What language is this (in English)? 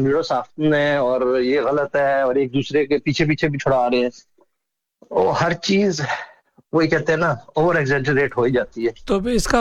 Urdu